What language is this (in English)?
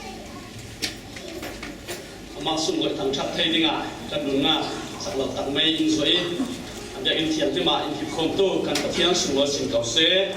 Falam Chin